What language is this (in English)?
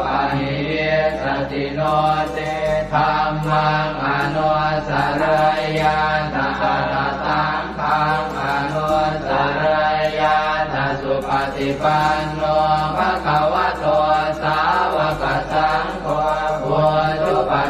Pali